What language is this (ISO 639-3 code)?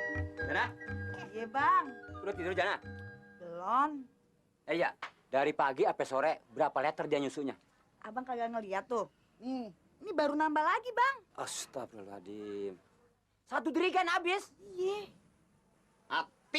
bew